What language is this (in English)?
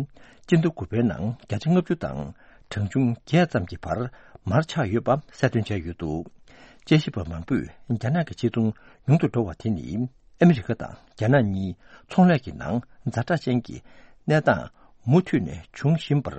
Tibetan